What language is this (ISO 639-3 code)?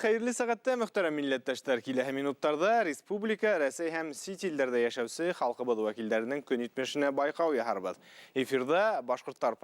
bak